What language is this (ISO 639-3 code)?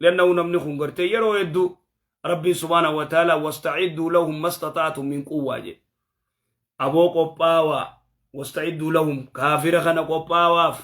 orm